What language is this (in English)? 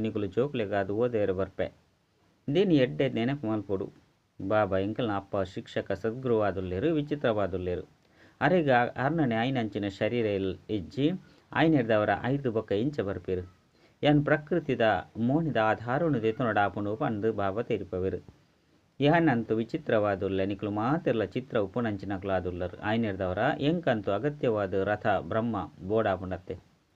Tulu